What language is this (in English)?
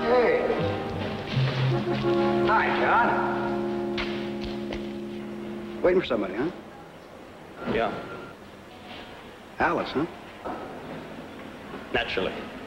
English